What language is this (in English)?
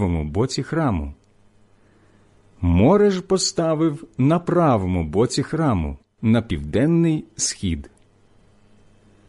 Ukrainian